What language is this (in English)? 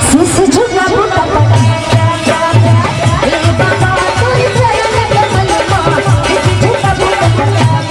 Chhattisgarhi